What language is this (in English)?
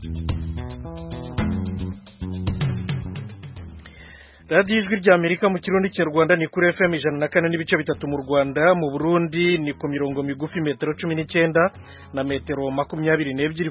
Kinyarwanda